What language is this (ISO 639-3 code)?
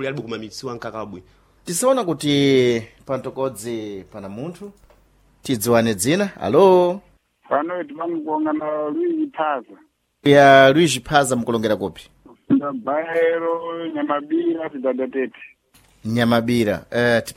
seh